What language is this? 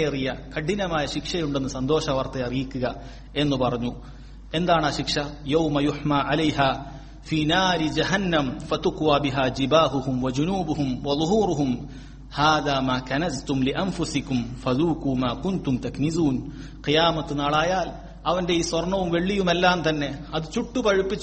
Malayalam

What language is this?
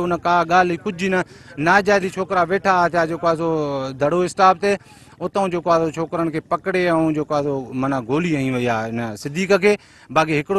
Sindhi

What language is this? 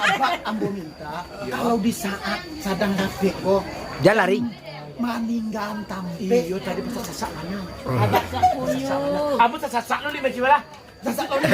Minangkabau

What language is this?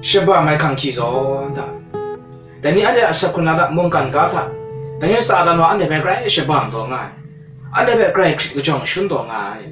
Kachin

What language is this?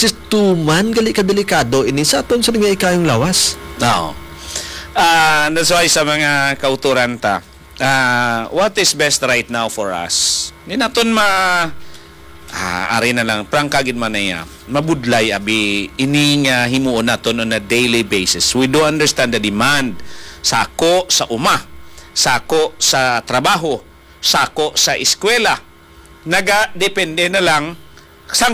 Hiligaynon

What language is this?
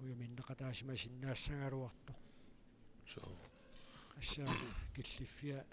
Kalaallisut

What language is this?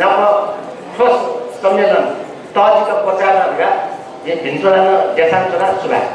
Newari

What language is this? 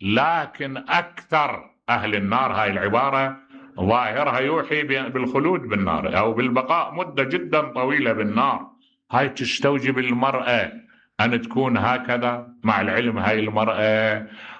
Mesopotamian Arabic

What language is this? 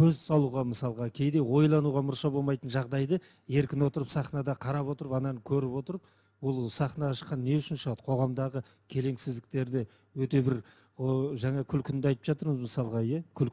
Kazakh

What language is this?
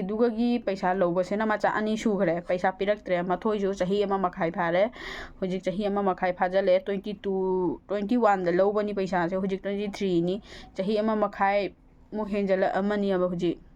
Manipuri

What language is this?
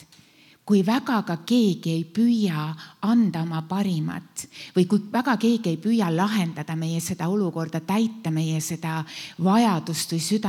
Estonian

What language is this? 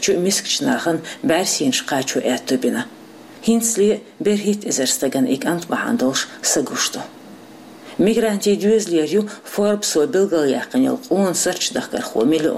Chechen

